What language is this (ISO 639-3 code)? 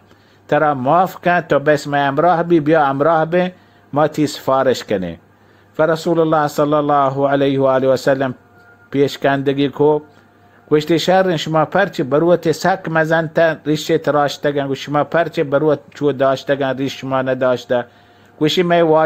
bal